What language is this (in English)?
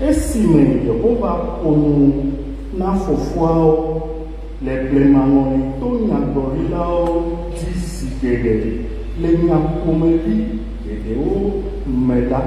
Ewe